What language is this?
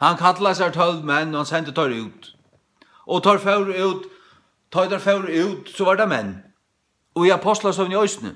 Faroese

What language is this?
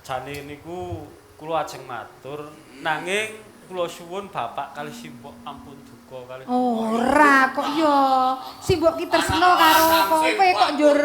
Javanese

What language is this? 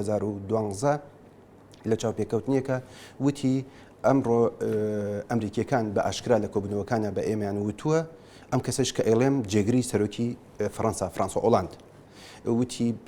Central Kurdish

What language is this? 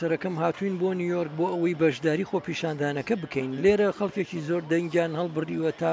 Central Kurdish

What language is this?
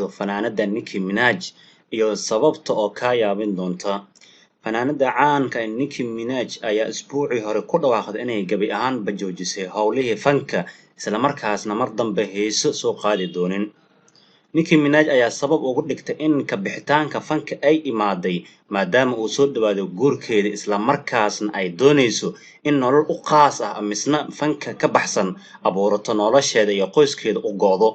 Somali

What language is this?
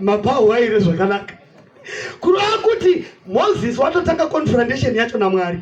Shona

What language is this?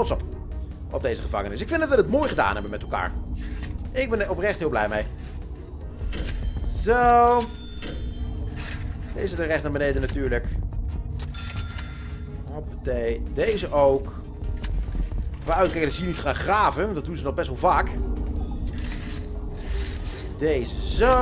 Dutch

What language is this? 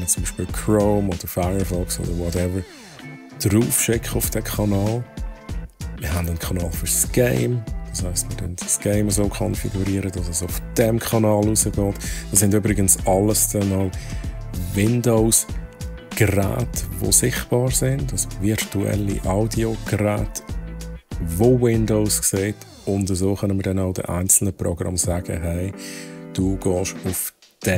Swiss German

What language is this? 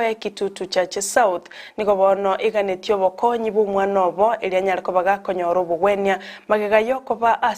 Gusii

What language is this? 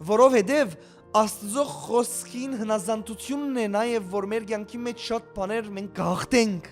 Western Armenian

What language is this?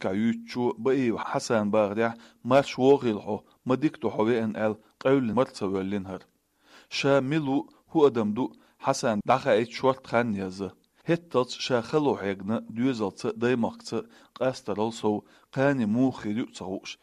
Chechen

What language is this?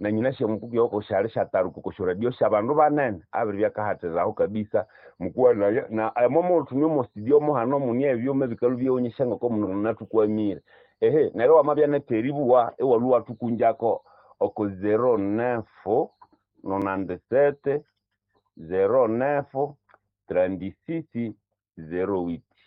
Nande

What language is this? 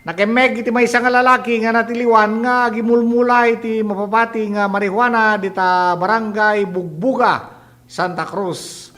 Iloko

